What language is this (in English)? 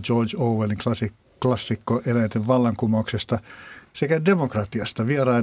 Finnish